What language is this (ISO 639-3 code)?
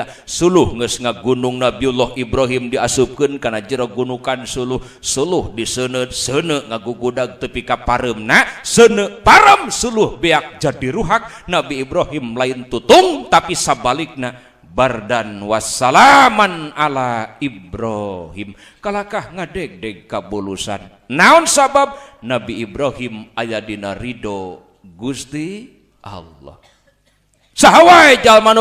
sun